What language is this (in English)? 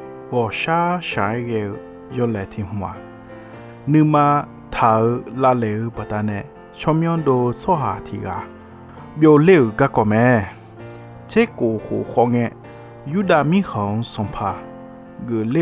Akha